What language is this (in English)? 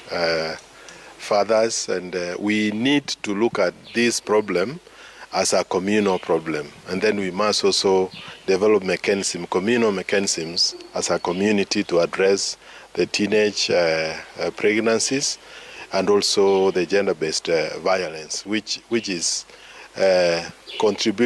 Gusii